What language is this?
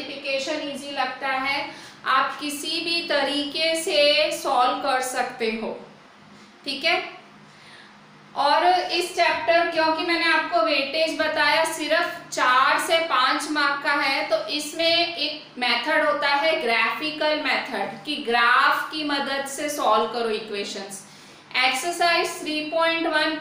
Hindi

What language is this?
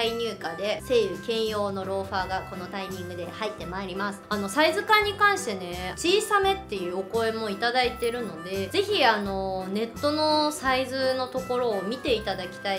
Japanese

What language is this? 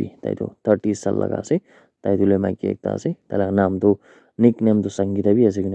Naga Pidgin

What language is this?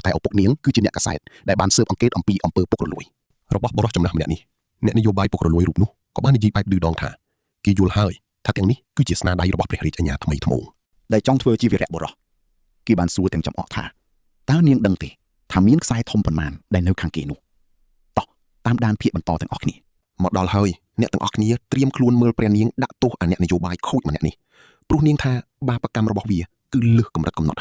Khmer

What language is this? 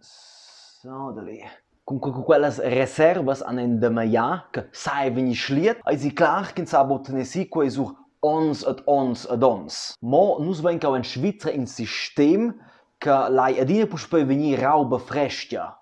Romansh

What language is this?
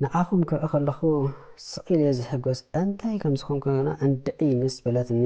Tigrinya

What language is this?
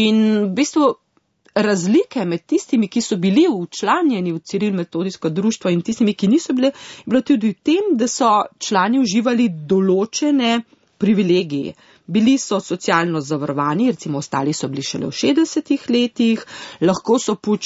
Slovenian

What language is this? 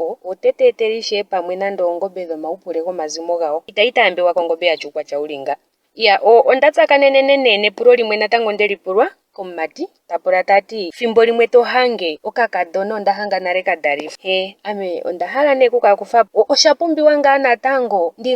Ndonga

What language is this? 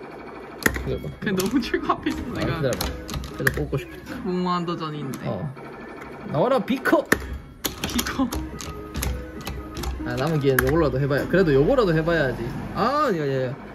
Korean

